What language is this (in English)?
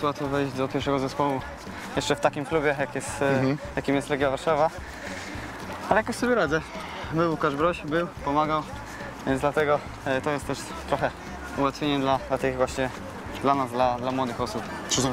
Polish